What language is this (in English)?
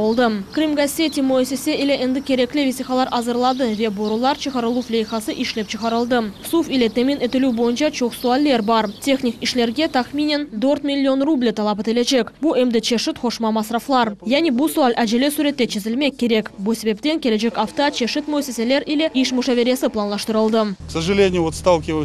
Crimean Tatar